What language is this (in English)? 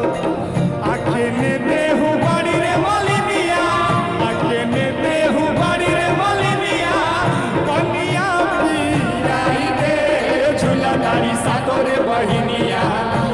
Bhojpuri